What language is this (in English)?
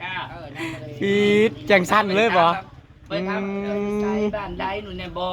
Northeastern Thai